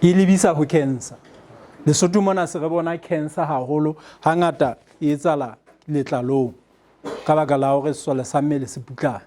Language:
Southern Sotho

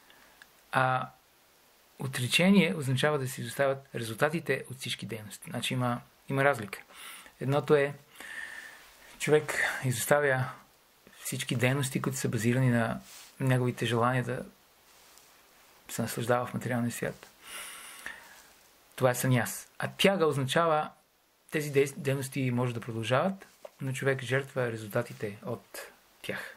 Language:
Bulgarian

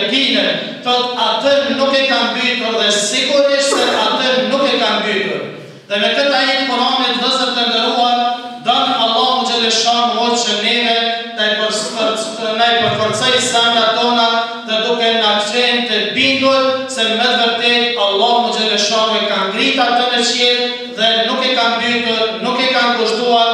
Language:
Albanian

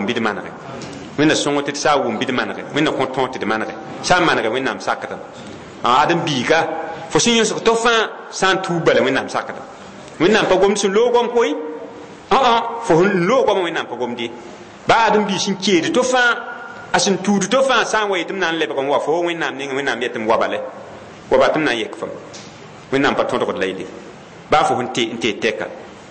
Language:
Mossi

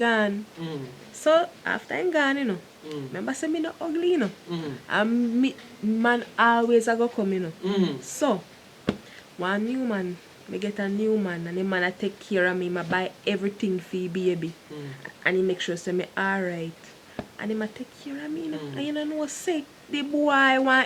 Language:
Jamaican Creole English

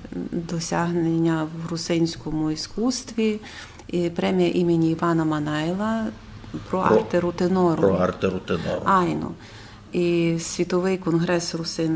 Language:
Rusyn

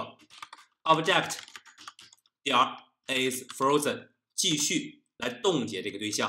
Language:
Chinese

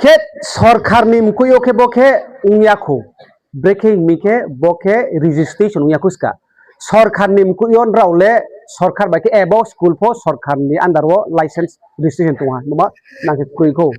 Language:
Riang (India)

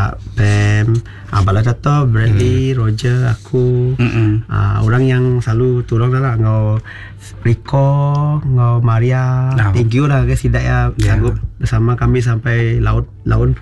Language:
Iban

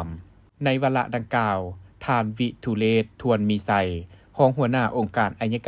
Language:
Lao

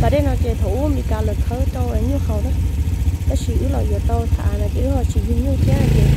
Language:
Hmong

